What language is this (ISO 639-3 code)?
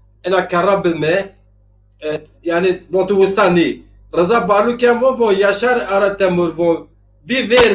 zza